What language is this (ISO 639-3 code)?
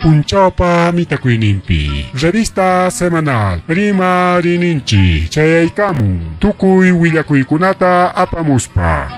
quy